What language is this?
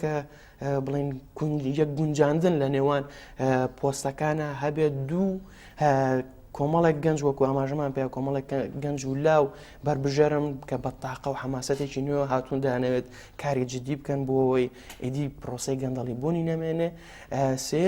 Central Kurdish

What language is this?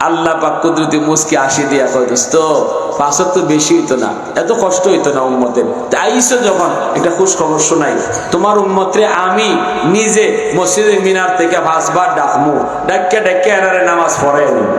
Sylheti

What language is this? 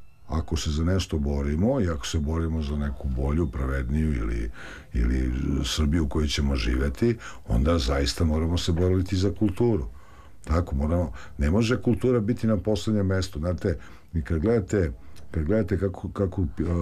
Serbian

